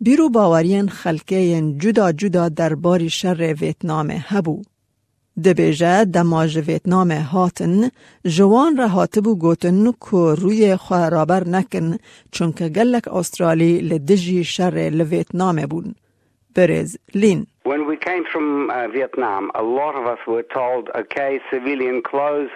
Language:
Kurdish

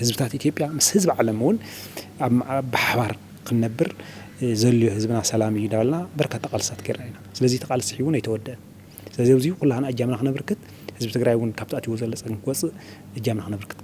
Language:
Tigrinya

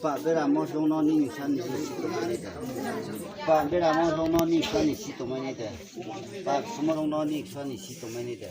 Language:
Riang (India)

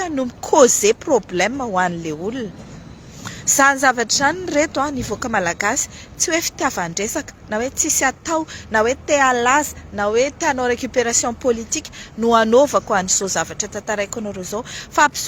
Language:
Malagasy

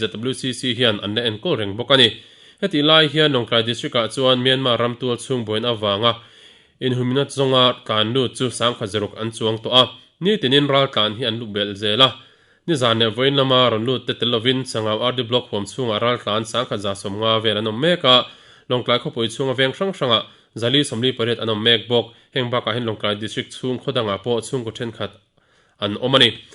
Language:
Mizo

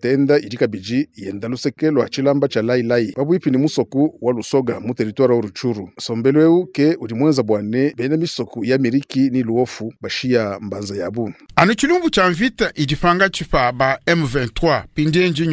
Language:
Luba-Lulua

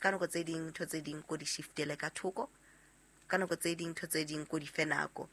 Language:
Southern Sotho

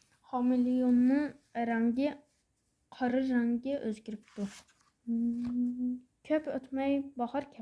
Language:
Uyghur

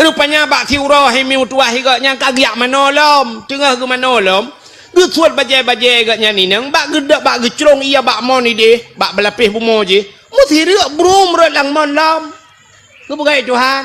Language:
Achinese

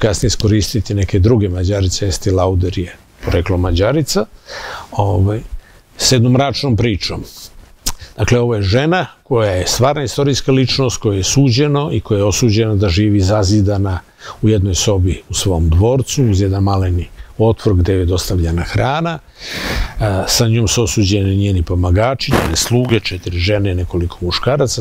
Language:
Serbian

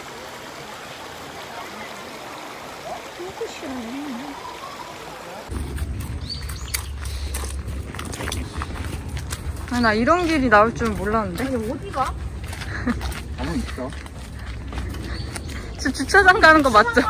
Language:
Korean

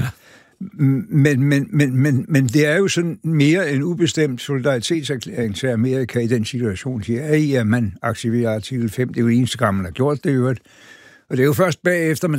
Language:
Danish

